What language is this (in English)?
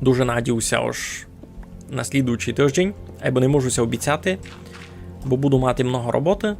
Rusyn